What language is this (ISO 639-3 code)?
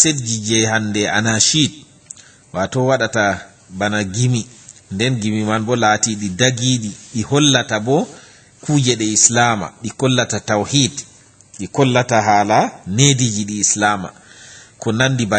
ful